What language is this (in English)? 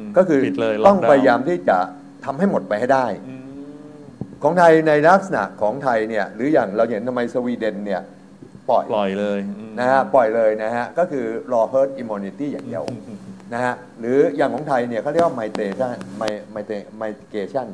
Thai